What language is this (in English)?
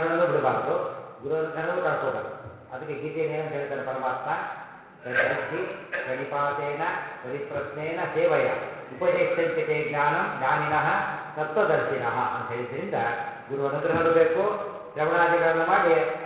Kannada